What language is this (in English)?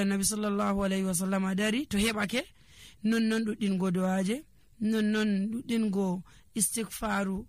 Nigerian Fulfulde